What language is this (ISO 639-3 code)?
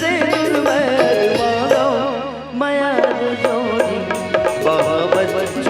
hne